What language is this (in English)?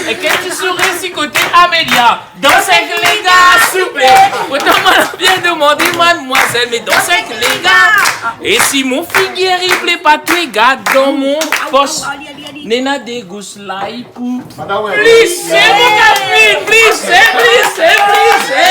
Réunion Creole French